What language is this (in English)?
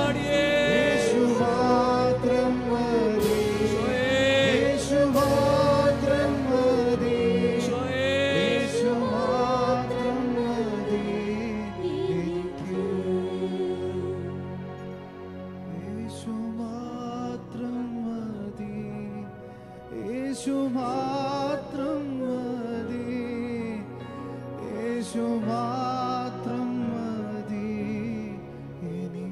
Malayalam